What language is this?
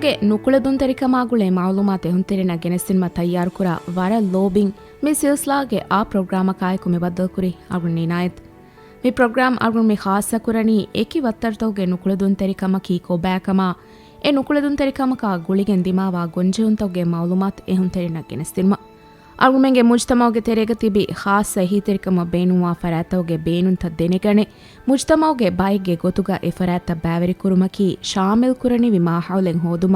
Divehi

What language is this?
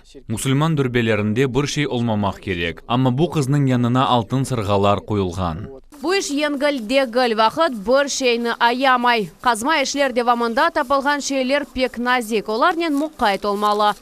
Crimean Tatar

